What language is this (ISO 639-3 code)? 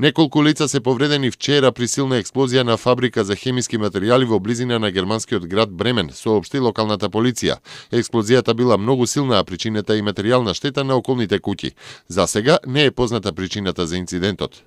mkd